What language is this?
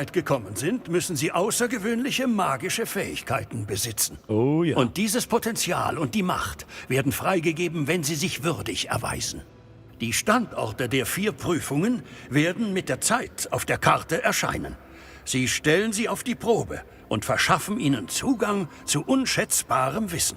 Bavarian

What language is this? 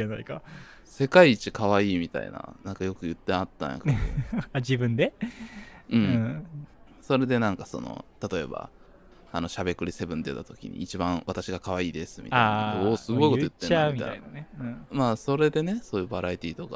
Japanese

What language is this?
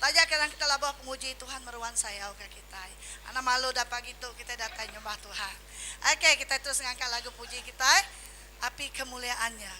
Iban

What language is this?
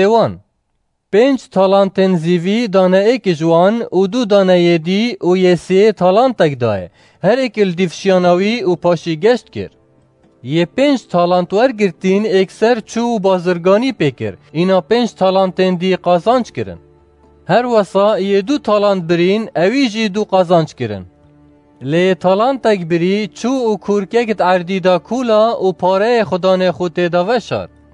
Kurdish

